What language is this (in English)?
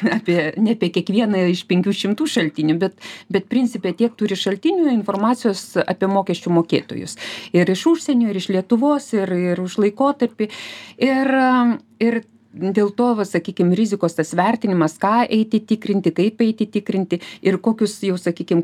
Lithuanian